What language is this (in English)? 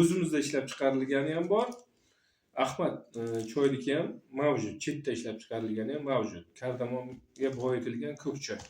Uzbek